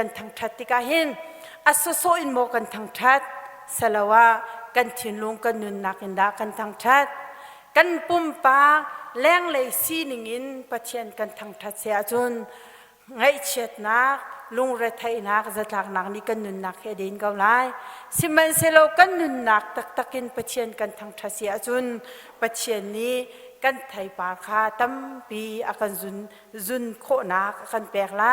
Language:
Hakha Chin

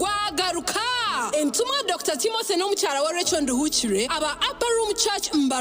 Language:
Nyankole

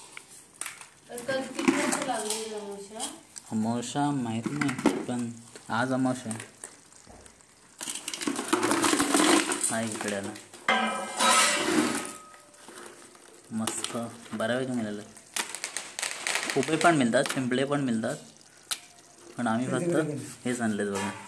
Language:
Marathi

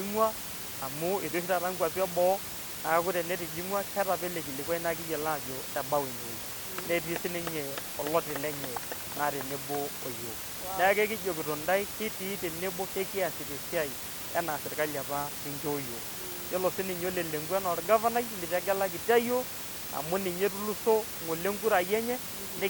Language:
Masai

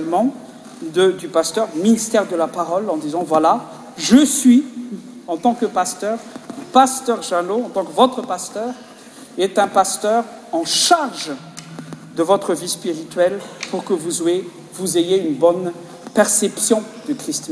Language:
French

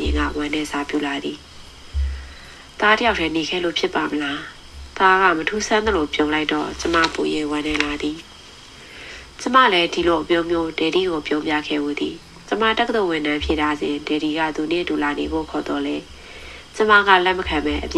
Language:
Burmese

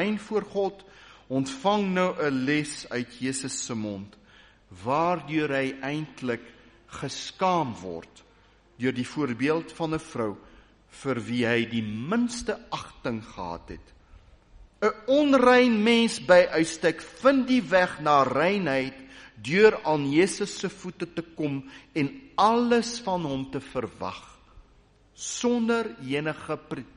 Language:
Afrikaans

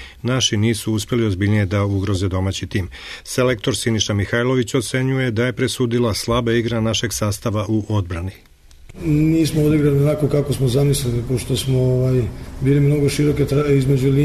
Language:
Serbian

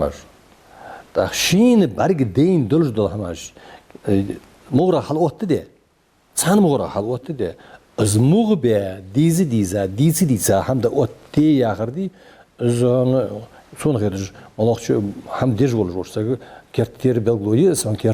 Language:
Ingush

